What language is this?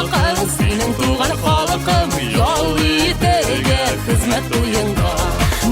Tatar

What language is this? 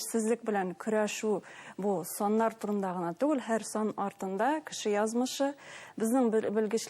Bashkir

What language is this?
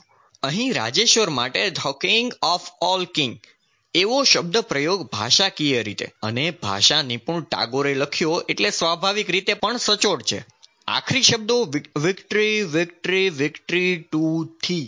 Gujarati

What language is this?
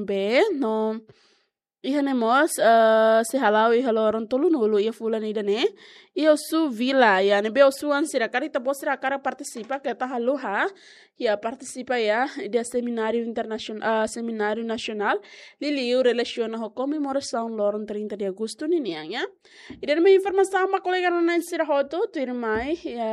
Tetum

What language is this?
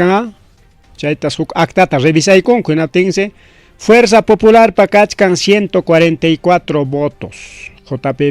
Ayacucho Quechua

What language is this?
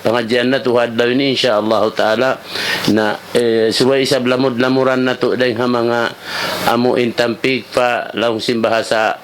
Tausug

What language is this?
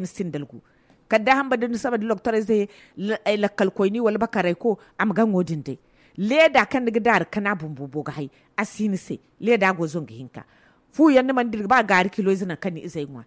Zarma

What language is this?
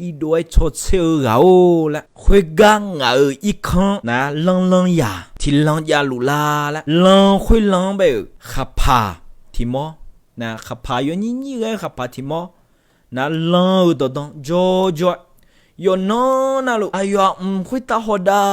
Akha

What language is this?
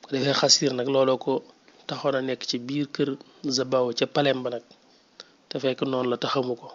Wolof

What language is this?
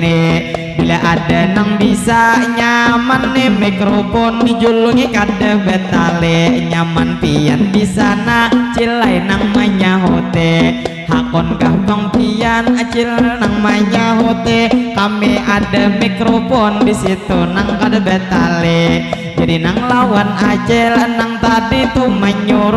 Banjar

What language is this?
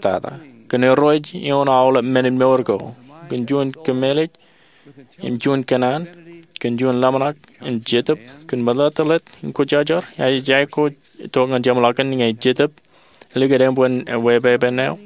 Marshallese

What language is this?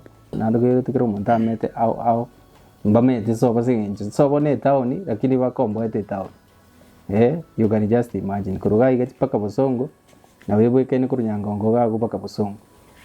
Gusii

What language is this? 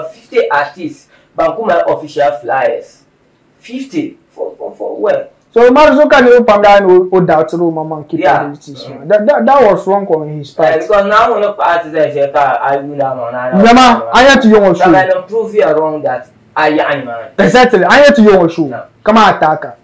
Dagbani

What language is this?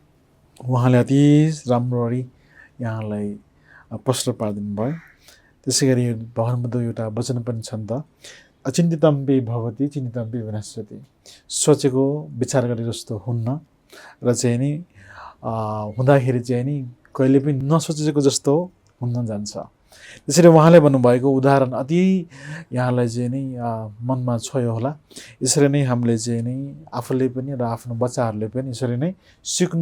Nepali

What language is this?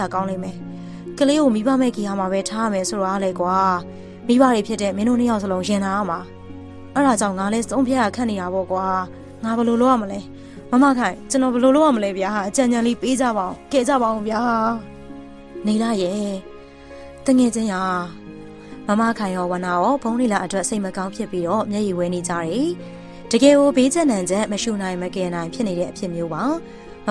Burmese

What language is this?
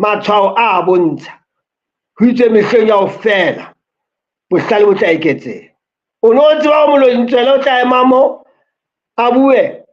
Southern Sotho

